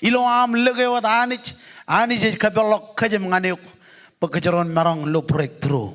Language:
Marshallese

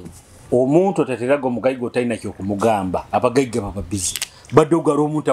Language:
Nyoro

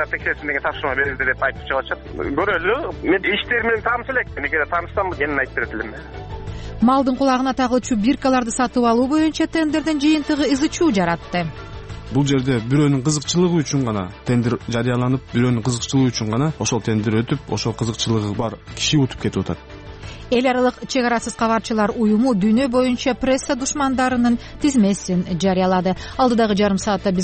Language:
Kyrgyz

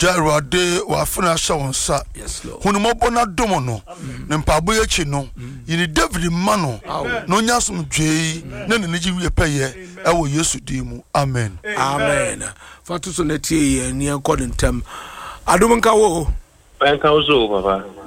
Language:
Akan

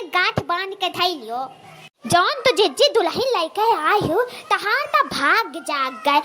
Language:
Awadhi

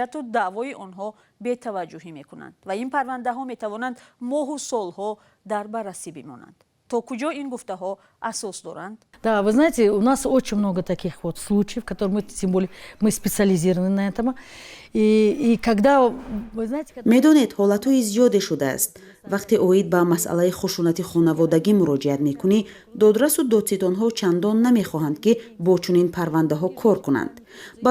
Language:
Tajik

